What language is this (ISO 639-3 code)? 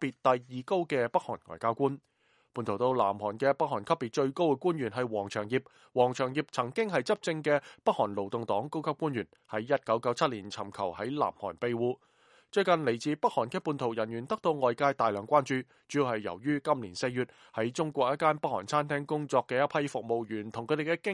yue